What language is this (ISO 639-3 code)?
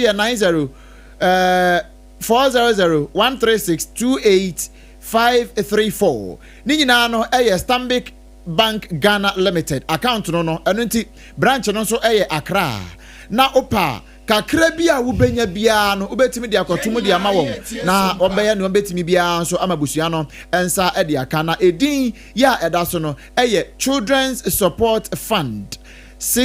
aka